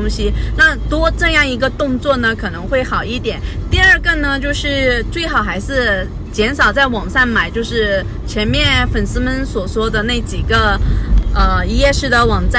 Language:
Chinese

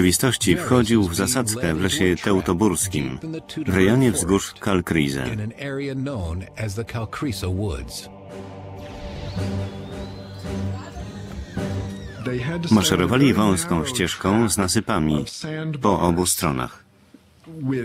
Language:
Polish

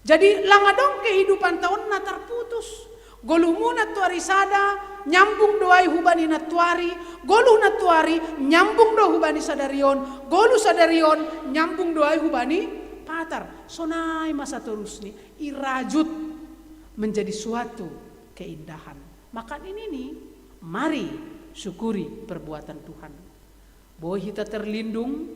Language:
Batak Simalungun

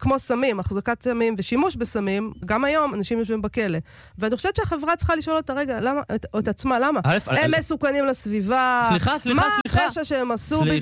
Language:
Hebrew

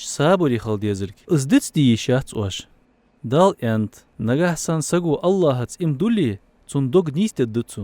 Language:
Ingush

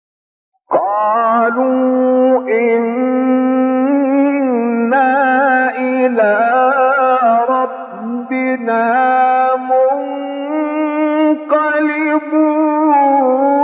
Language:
Arabic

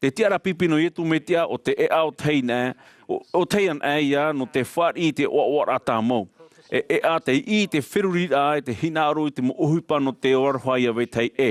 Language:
Tahitian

